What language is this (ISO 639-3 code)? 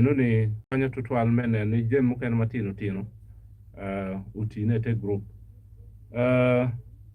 ach